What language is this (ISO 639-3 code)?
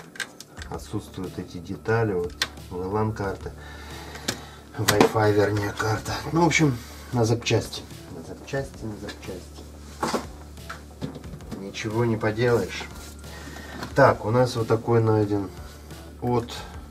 rus